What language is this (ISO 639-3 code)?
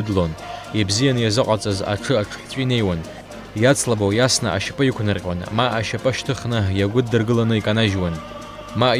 abk